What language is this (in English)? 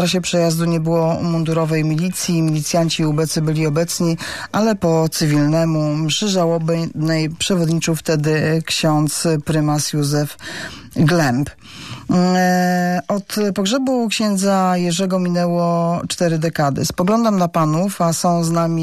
Polish